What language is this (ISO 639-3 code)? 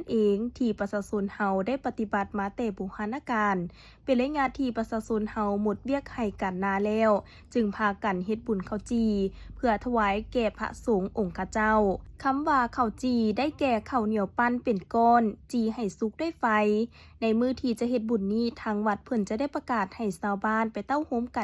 lao